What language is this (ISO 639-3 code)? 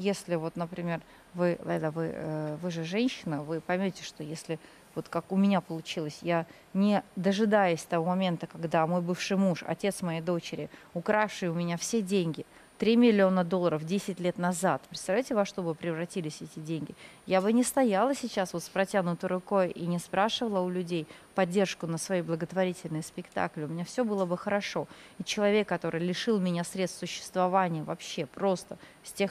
rus